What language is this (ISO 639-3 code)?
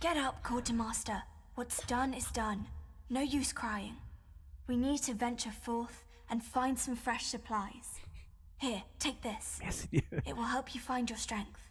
bar